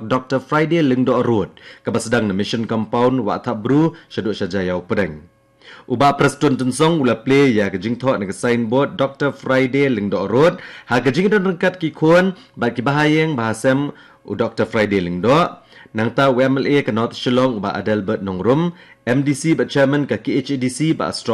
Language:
Khasi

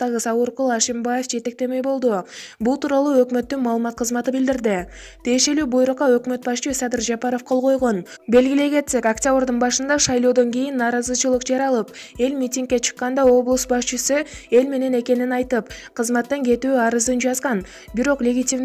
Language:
Kyrgyz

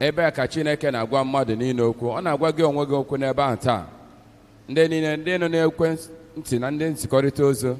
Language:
Igbo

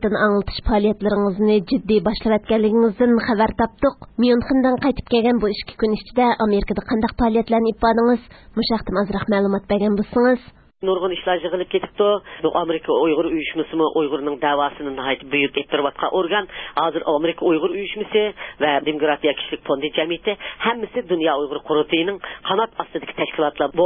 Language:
Uyghur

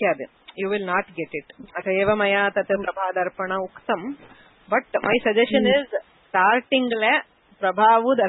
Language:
Sanskrit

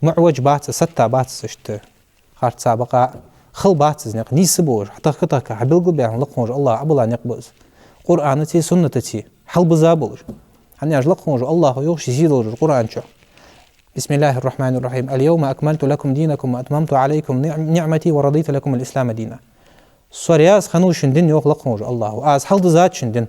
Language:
Ingush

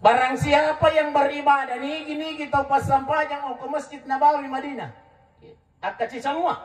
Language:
Buginese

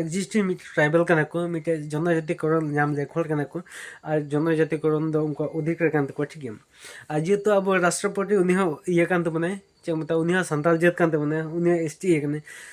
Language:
Santali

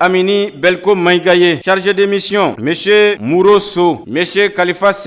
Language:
Bambara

